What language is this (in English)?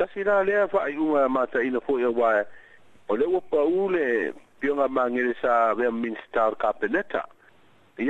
Samoan